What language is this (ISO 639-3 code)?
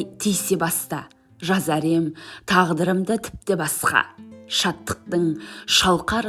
kaz